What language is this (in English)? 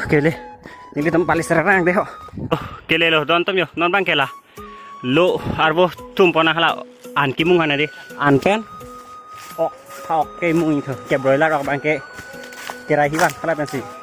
Karbi